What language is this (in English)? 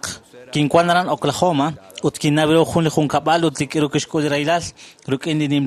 Kekchí